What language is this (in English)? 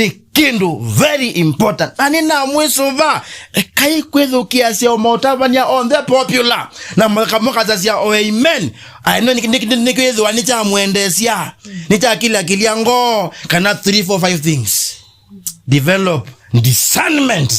Kamba